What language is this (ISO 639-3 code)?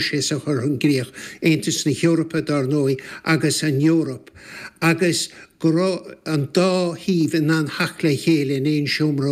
gle